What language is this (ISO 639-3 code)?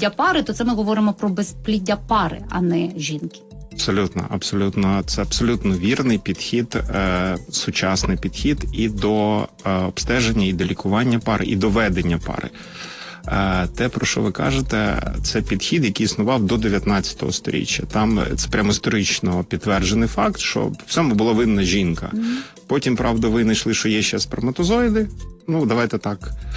ukr